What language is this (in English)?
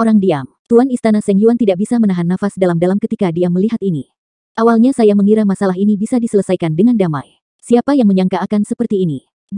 Indonesian